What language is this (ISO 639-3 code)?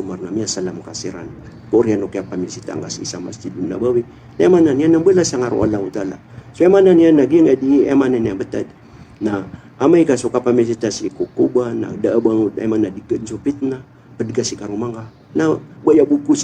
mrw